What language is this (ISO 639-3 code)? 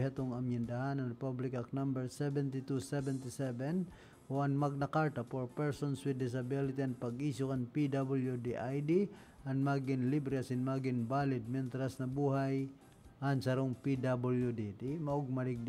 bik